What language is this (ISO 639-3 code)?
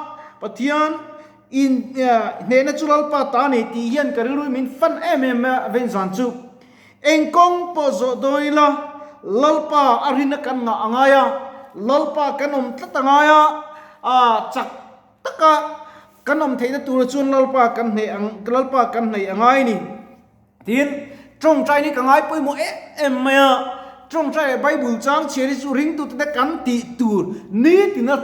lus